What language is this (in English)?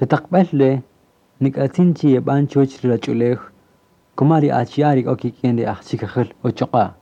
Kaqchikel